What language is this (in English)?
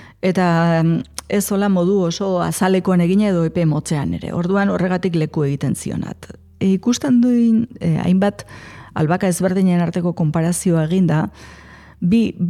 Basque